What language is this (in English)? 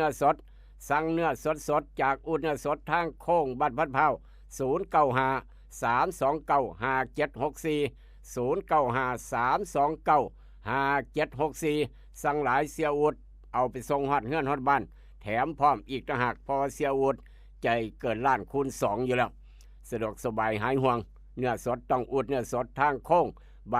Northeastern Thai